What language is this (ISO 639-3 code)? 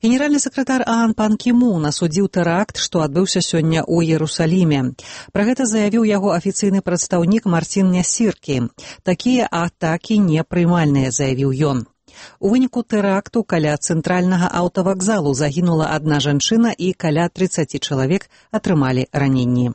bel